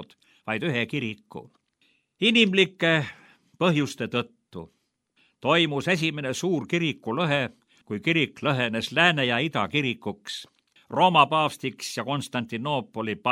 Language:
Estonian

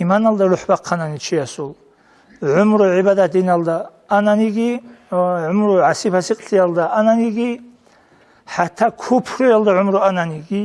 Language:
Avaric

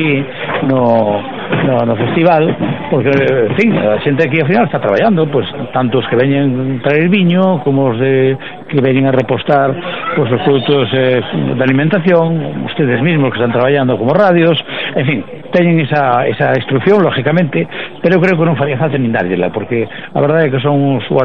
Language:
Galician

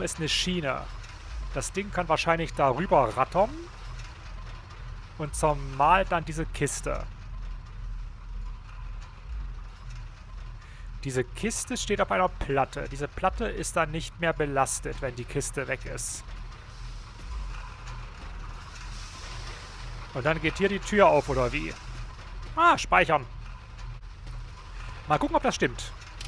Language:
German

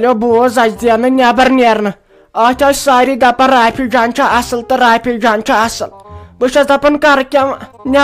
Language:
Kashmiri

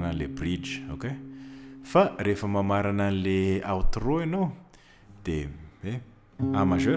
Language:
Malagasy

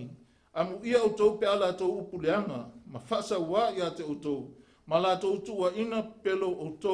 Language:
Samoan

